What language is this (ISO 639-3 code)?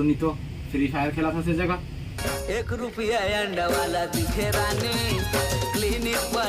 hne